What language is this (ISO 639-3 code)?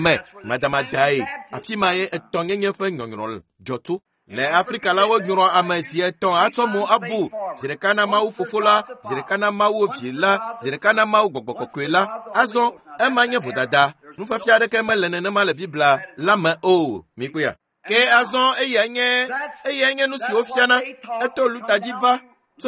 ewe